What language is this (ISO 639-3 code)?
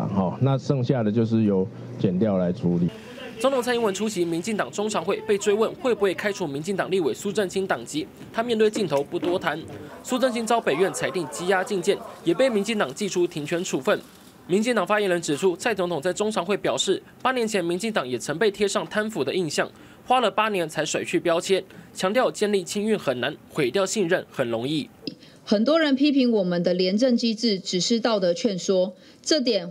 zho